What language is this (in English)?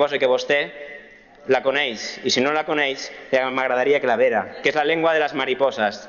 Catalan